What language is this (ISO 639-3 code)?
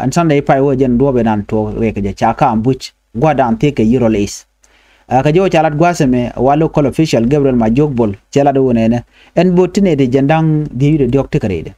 nus